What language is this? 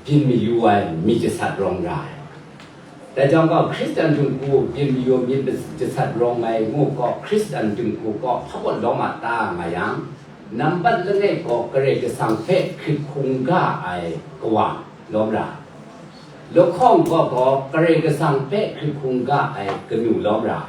Kachin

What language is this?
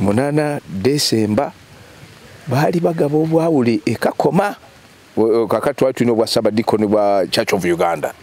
Ganda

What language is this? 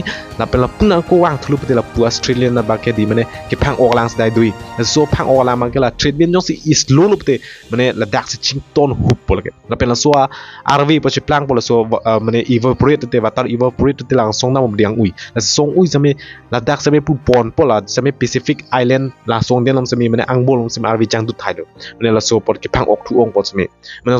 Karbi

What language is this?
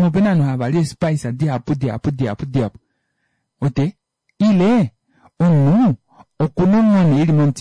Kuanyama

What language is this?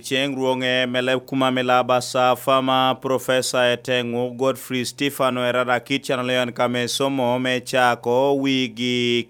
Lango (Uganda)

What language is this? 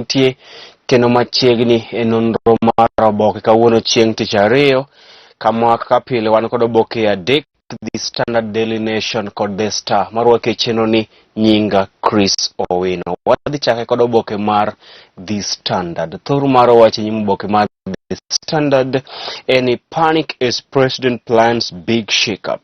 Luo (Kenya and Tanzania)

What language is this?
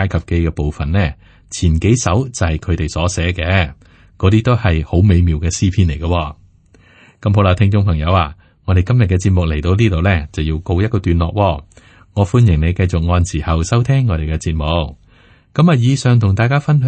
Cantonese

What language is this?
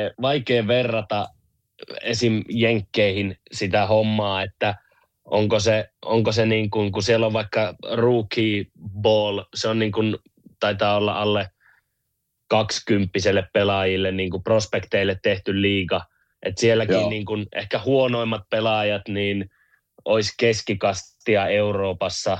Finnish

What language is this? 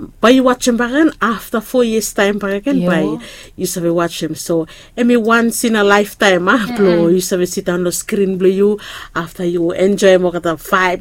Bislama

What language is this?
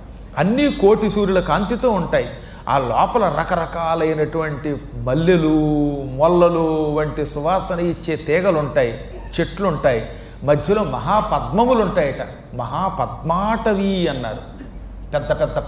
Telugu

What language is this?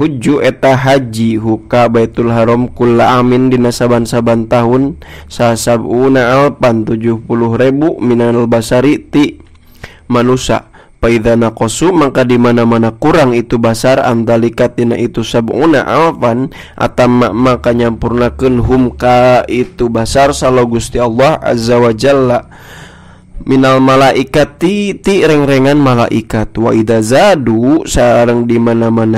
Sundanese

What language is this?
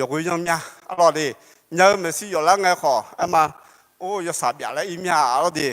Akha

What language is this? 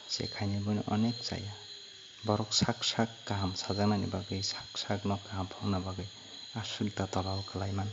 Kok Borok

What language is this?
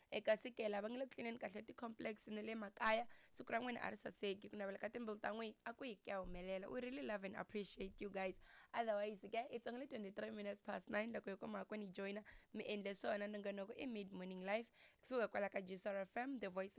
Tsonga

